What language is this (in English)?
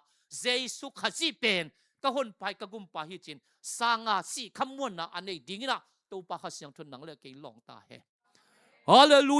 Tedim Chin